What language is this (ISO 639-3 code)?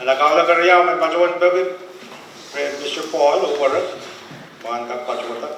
pon